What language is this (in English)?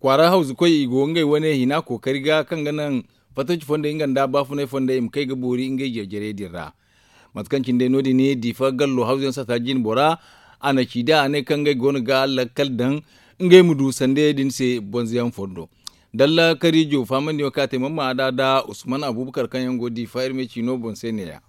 Zarma